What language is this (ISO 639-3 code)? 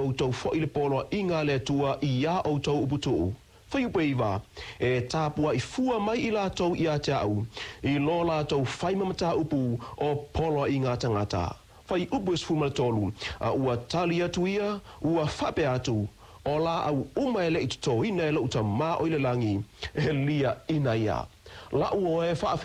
smo